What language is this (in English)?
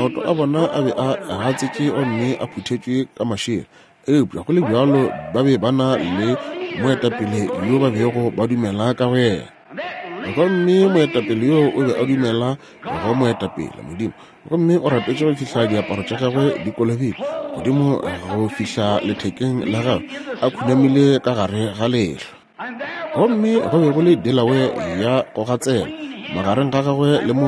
Northern Sotho